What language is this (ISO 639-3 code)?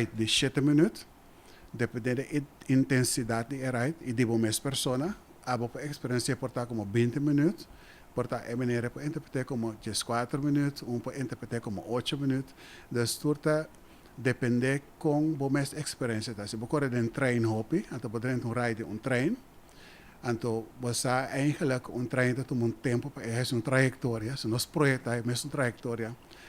pap